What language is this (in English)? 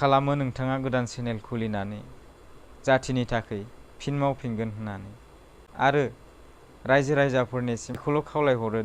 Bodo